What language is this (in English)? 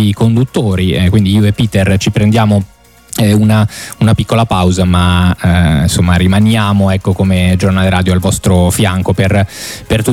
Italian